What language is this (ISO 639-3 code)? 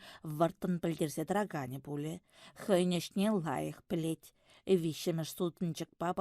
chv